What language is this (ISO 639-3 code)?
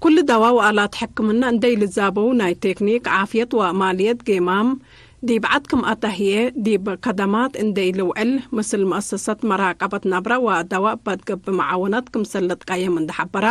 tig